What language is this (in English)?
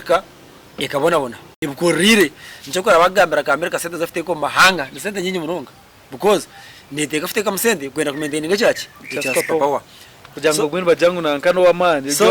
Nyankole